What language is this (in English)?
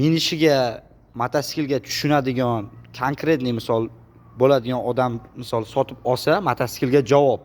Uzbek